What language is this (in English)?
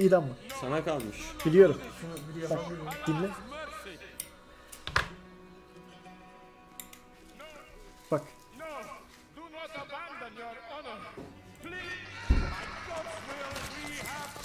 Turkish